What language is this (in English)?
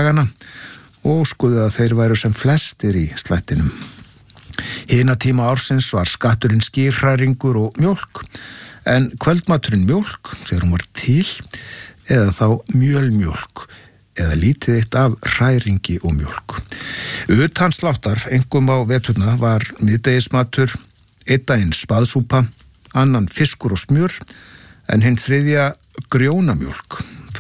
Icelandic